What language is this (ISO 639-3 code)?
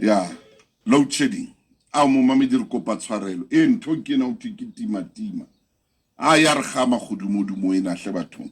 sot